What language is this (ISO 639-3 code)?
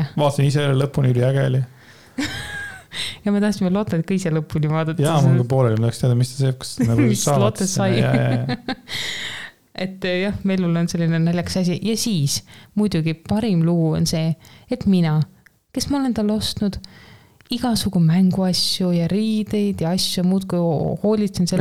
est